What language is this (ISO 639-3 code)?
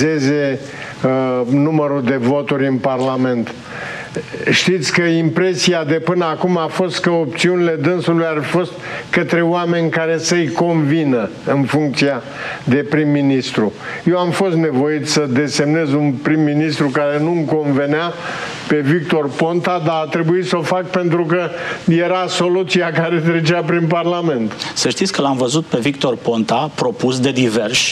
ron